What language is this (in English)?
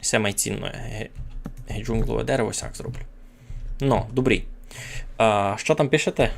Rusyn